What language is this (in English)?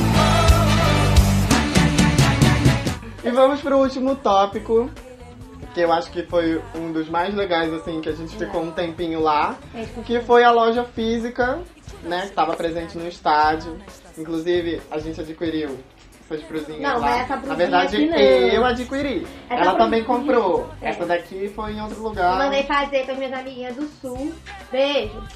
Portuguese